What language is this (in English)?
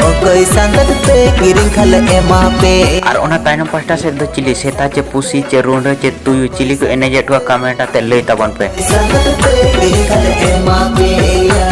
Santali